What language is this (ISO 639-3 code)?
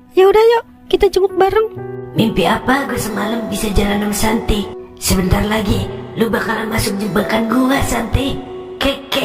bew